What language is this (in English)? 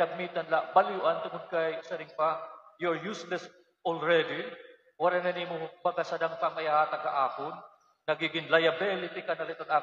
Waray